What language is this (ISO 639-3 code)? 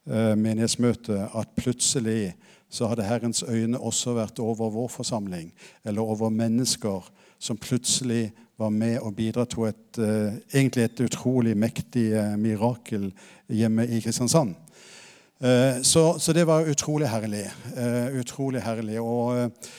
nor